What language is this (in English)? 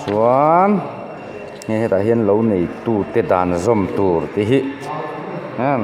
Mizo